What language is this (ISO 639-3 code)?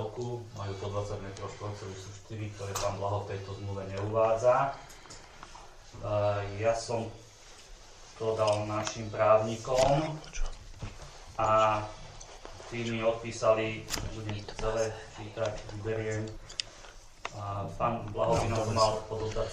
slk